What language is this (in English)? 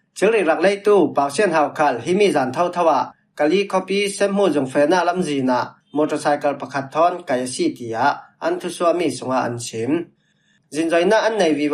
Falam Chin